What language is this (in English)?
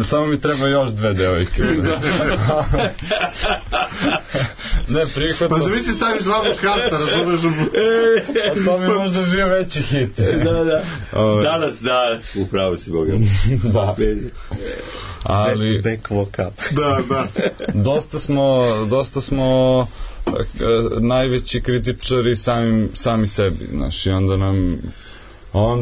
Serbian